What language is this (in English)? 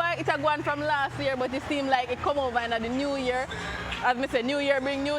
Jamaican Creole English